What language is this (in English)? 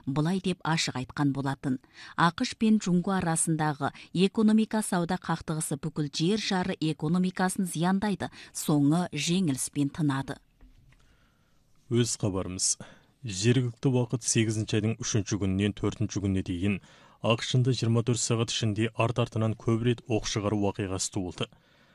Kazakh